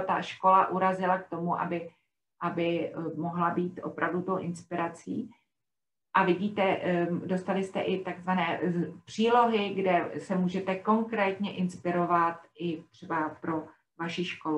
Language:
Czech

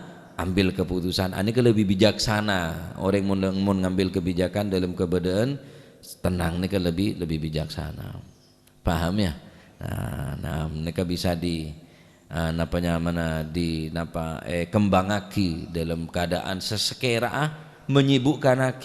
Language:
Madurese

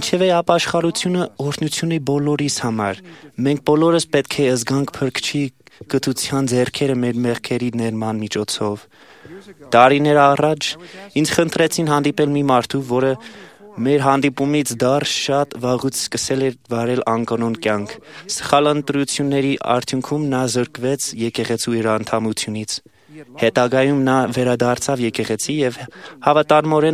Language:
Armenian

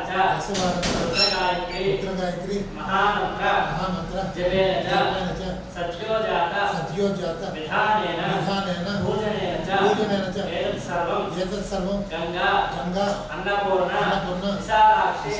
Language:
Sanskrit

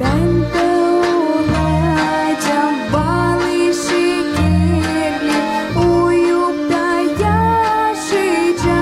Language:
Gagauz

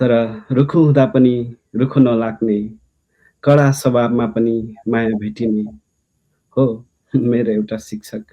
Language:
Nepali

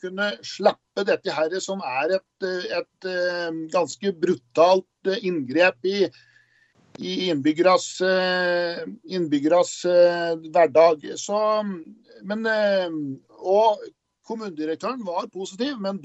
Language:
Norwegian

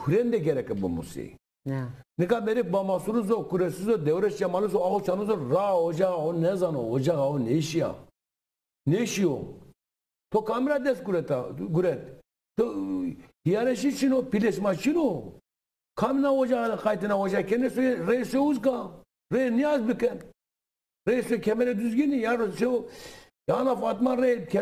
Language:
Zaza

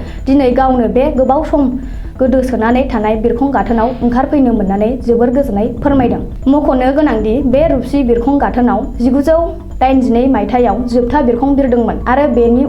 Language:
Bodo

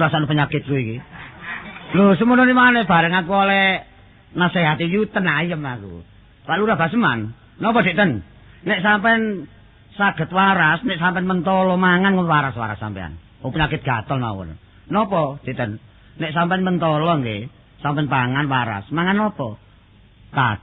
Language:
Javanese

